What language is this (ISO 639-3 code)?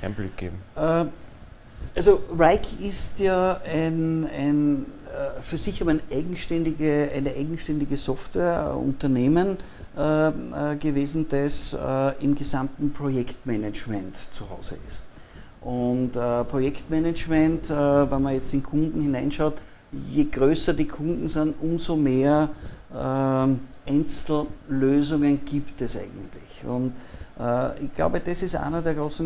deu